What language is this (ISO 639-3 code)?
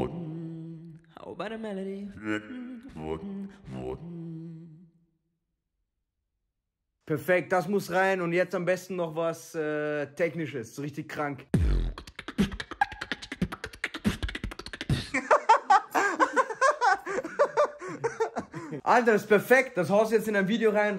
deu